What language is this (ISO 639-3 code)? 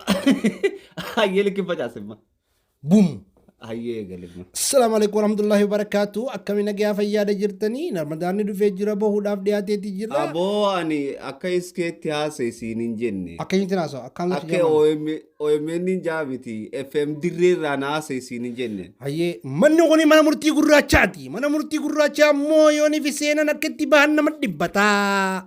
orm